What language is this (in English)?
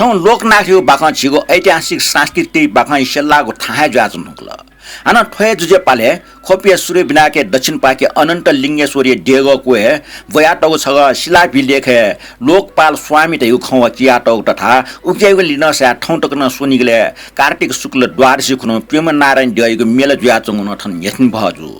Newari